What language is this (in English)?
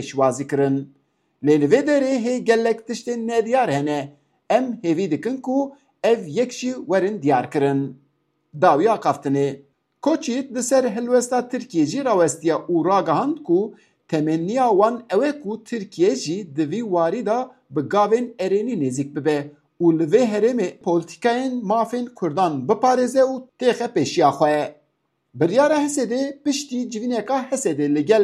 Kurdish